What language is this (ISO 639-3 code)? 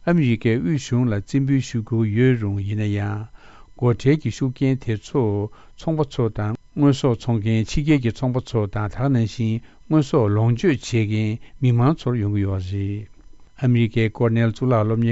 bod